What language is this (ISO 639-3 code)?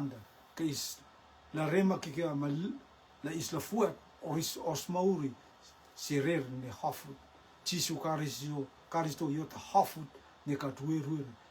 rtm